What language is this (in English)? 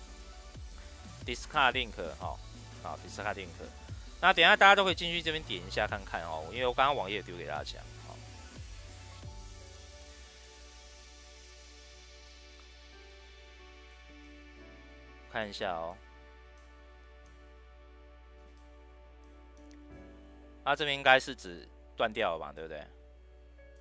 Chinese